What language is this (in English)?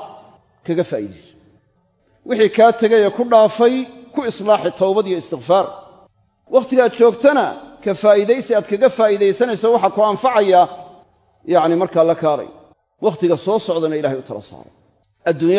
Somali